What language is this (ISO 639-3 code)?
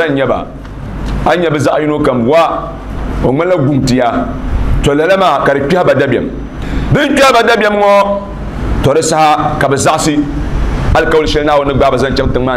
dag